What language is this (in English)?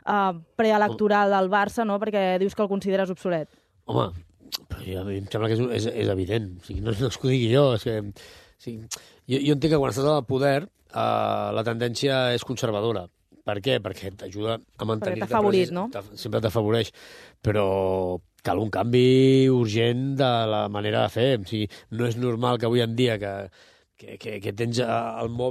Catalan